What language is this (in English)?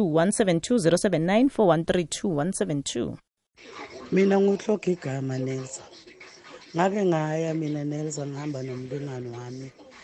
South Ndebele